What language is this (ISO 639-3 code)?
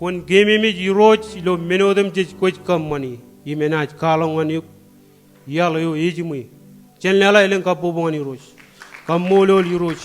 mah